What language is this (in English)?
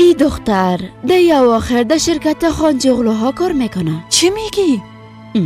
Persian